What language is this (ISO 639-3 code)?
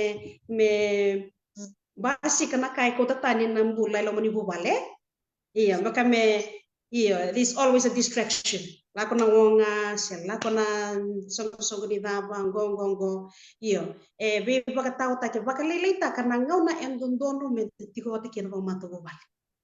fij